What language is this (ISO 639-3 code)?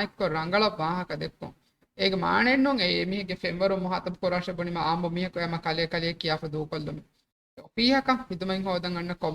div